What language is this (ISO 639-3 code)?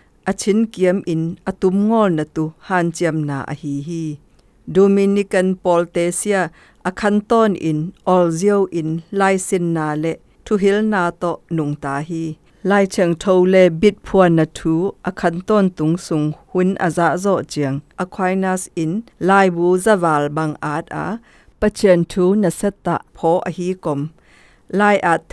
zom